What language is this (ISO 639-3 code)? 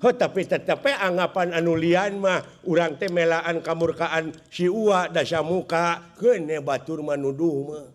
sun